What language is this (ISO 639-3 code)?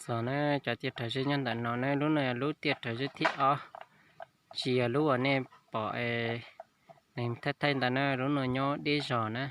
hmn